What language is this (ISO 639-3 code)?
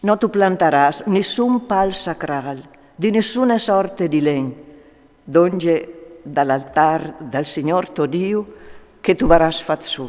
fur